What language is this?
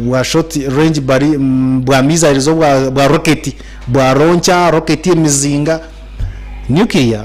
Nyankole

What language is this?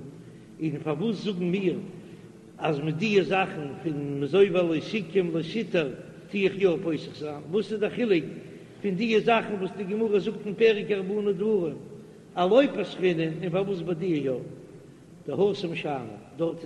Yiddish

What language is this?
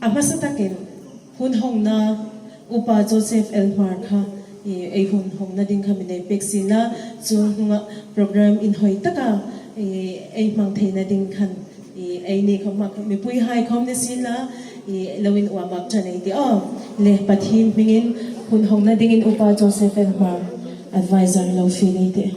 Hmar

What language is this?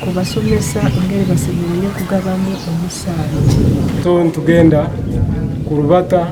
Nyankole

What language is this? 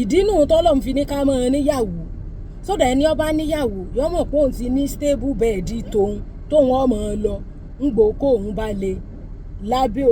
Yoruba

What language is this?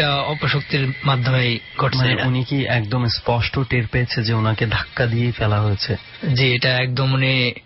Bangla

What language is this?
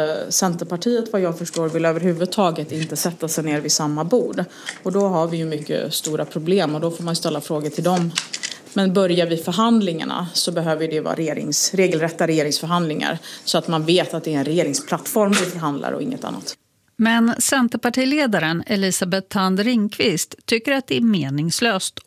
Swedish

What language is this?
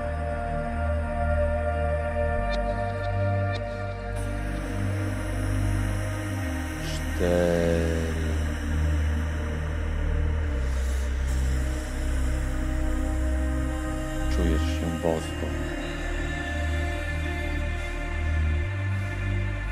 Polish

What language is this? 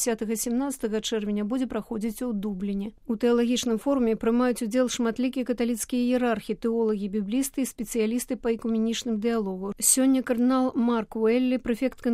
Belarusian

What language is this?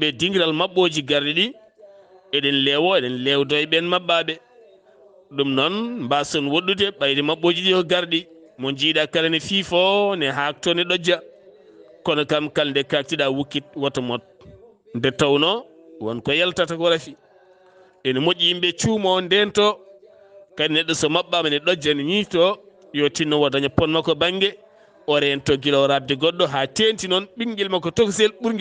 Fula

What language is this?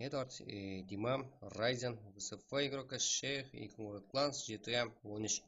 Kara-Kalpak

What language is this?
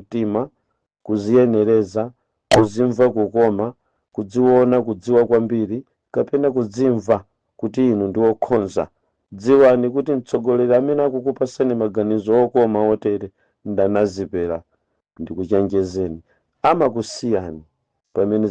Nyanja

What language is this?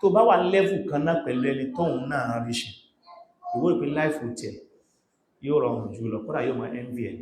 Yoruba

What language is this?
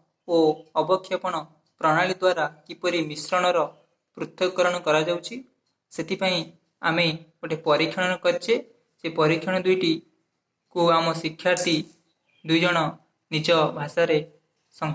Odia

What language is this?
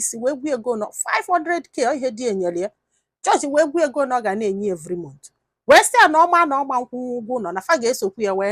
Igbo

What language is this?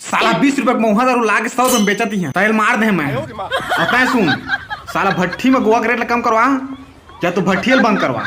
Chhattisgarhi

